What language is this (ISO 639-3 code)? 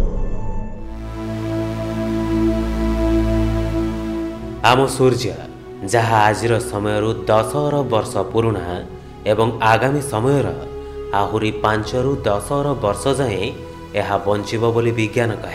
ori